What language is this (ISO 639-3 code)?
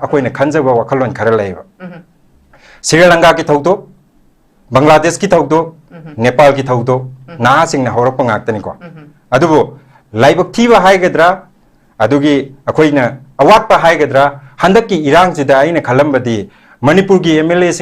mni